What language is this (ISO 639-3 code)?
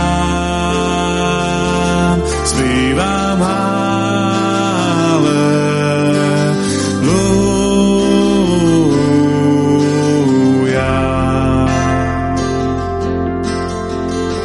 ces